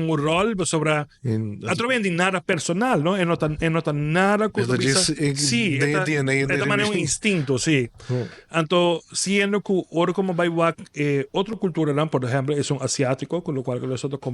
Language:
Papiamento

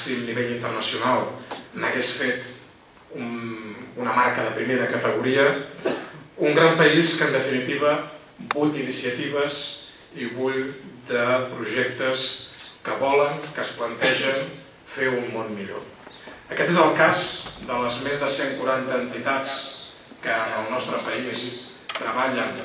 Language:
Catalan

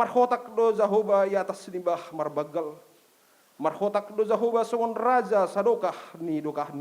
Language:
Batak Simalungun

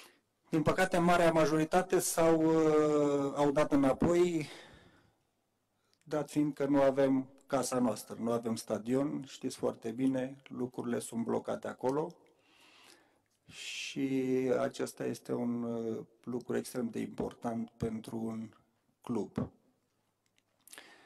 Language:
Romanian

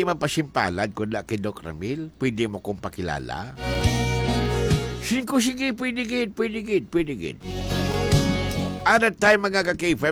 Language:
Hiligaynon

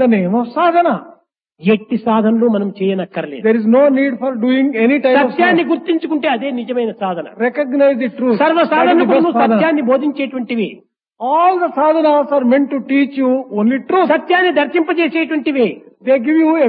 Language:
Telugu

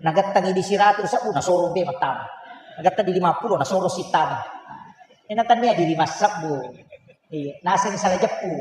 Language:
Buginese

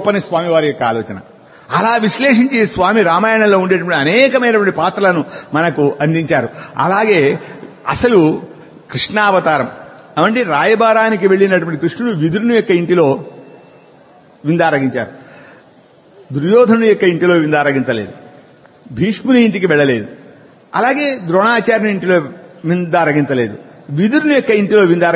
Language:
Telugu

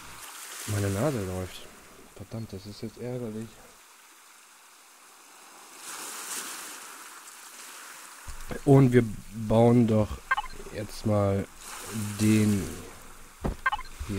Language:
German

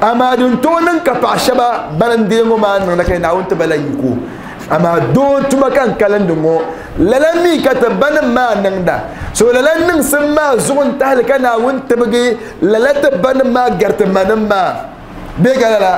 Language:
Dagbani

